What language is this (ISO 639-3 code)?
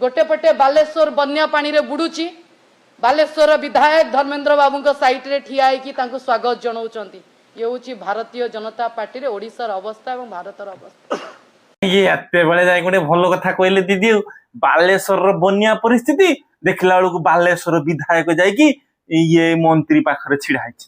ori